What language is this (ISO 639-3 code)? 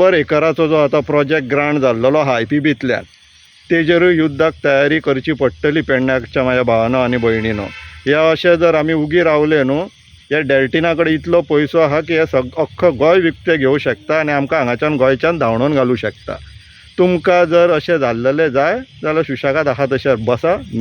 kok